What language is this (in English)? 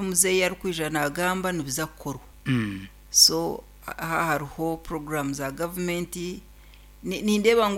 Nyankole